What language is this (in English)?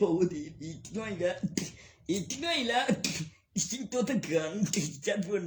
Northeastern Thai